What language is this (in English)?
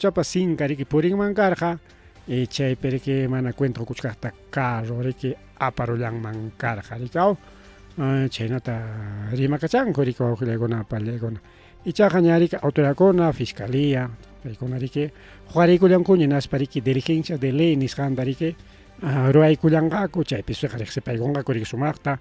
Ayacucho Quechua